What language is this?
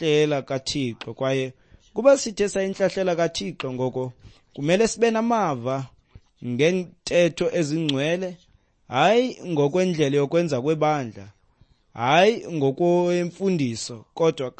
Xhosa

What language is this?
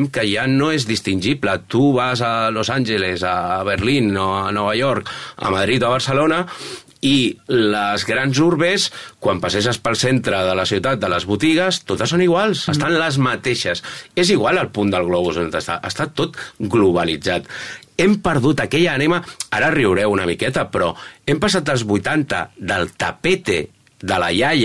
Catalan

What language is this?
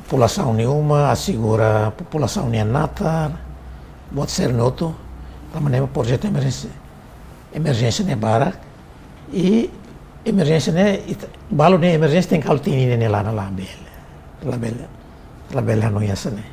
Tetum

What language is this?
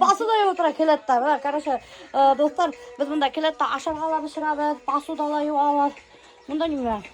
Bashkir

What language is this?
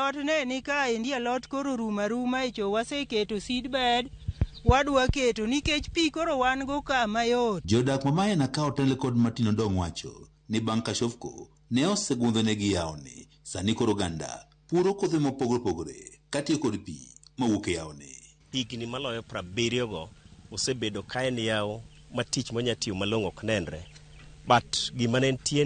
Luo (Kenya and Tanzania)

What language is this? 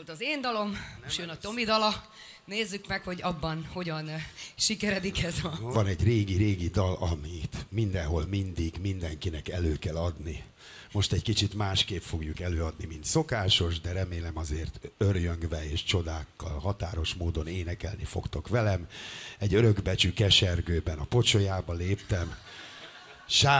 Hungarian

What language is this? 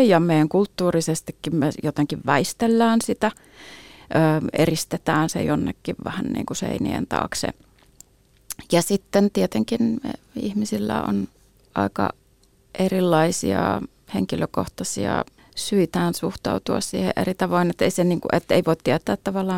Finnish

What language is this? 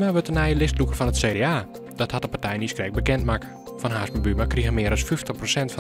Western Frisian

